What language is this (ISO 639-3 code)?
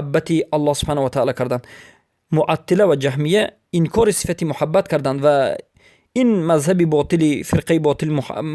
fas